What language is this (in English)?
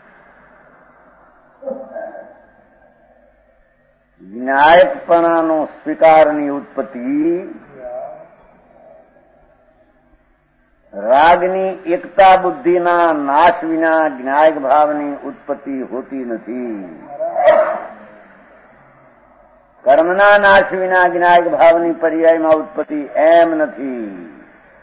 Gujarati